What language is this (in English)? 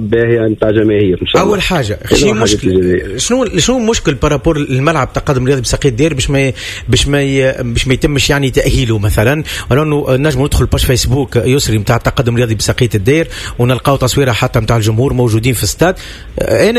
Tunisian Arabic